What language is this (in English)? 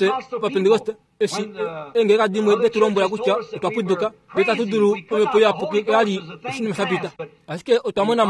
Kuanyama